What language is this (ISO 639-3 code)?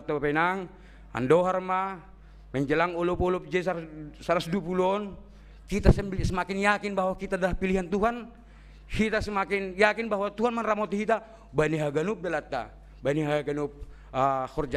bts